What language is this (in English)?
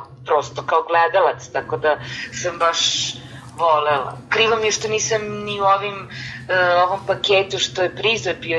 Serbian